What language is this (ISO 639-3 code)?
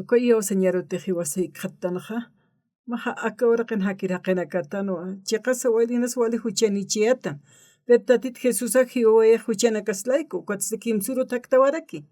aym